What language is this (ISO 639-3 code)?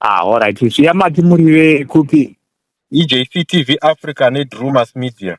sna